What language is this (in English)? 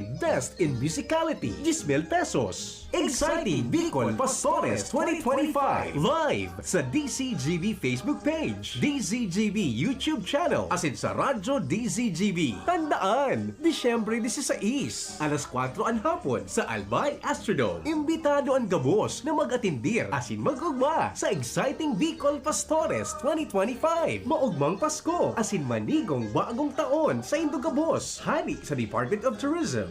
Bikol